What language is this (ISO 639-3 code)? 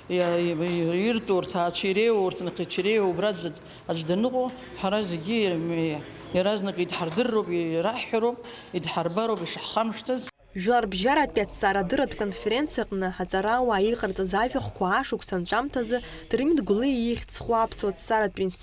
abk